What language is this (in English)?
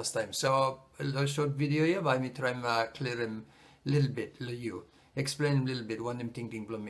Bislama